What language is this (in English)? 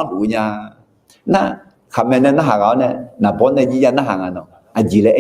Akha